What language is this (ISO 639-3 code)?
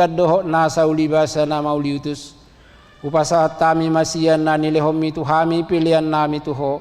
bbc